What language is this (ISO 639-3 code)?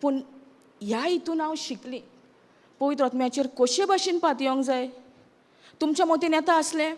kok